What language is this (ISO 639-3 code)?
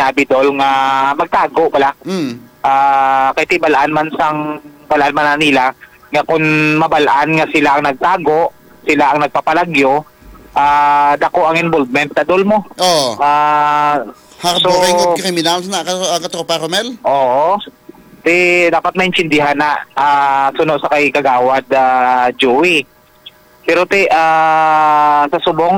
hil